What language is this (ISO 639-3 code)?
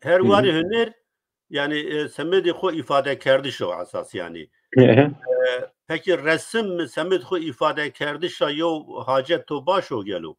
zza